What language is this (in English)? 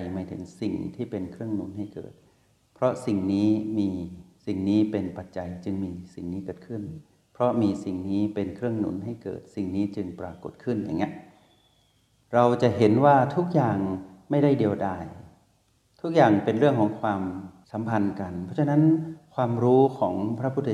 Thai